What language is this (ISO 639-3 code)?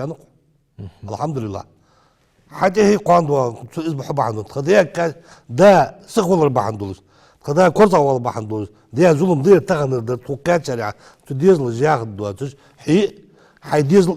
inh